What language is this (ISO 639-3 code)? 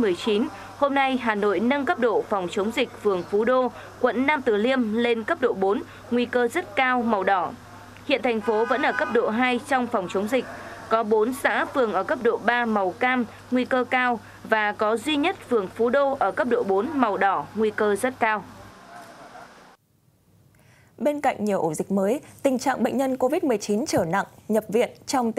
vie